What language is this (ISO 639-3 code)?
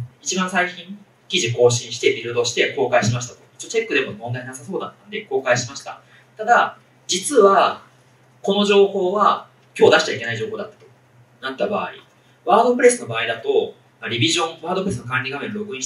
jpn